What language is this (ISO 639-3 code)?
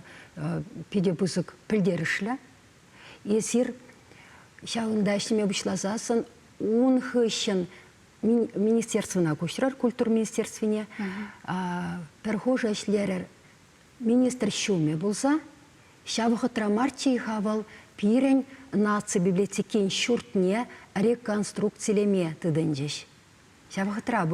chv